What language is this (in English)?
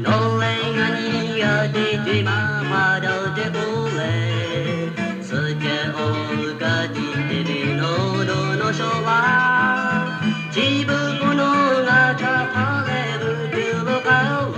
Lahu